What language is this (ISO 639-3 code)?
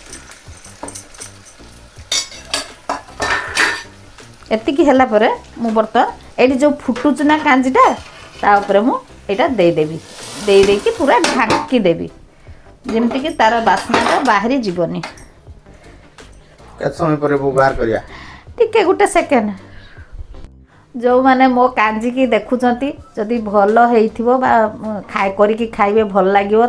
ori